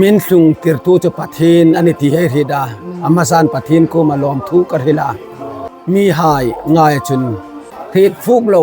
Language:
Hmar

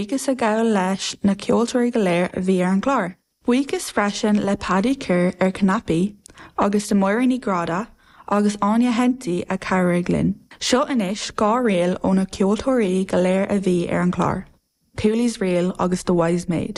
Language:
Irish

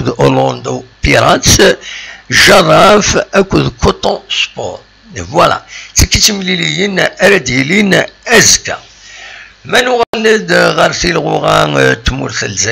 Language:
Kabyle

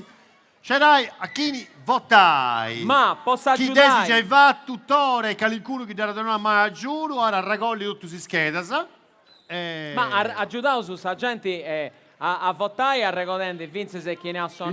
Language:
Sardinian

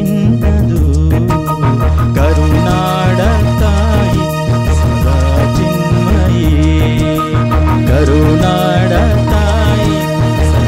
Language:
Kannada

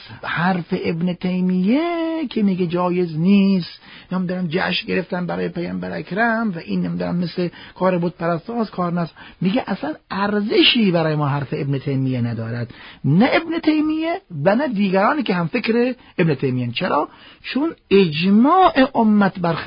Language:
Persian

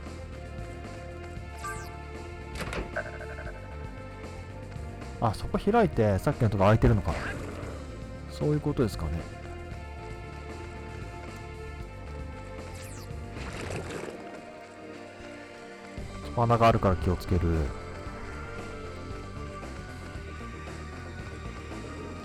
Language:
Japanese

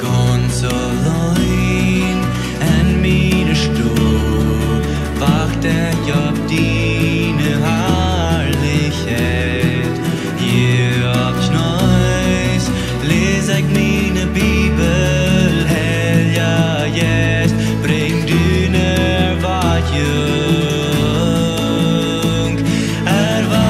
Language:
Plautdietsch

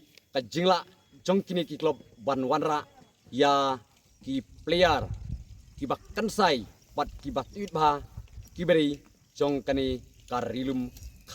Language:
Khasi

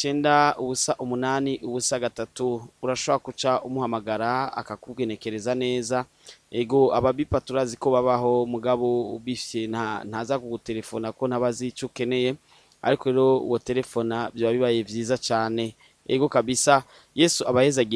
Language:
Rundi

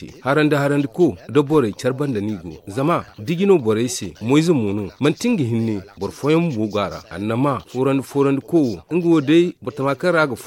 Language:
Zarma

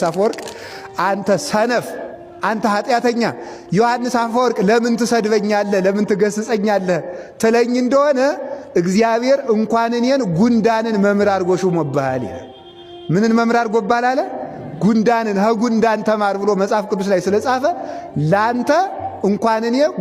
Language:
Amharic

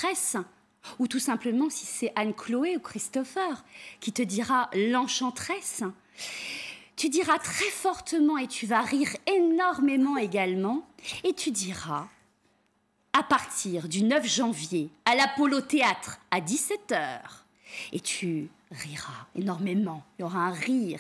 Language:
French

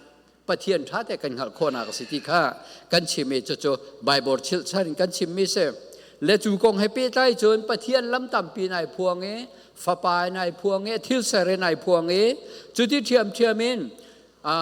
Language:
Falam Chin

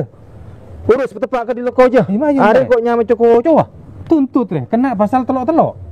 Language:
Madurese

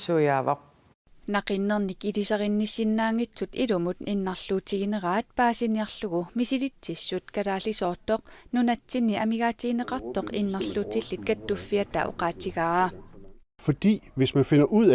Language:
Kalaallisut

